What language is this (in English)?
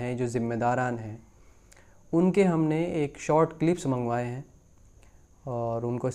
Urdu